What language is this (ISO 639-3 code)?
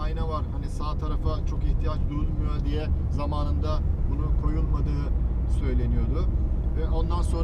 tur